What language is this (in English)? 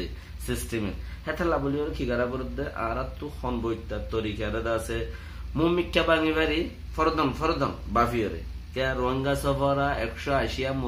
Rohingya